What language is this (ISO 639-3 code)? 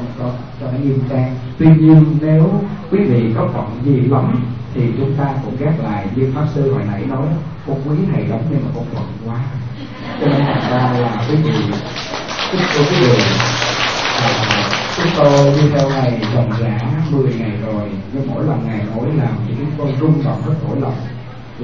vie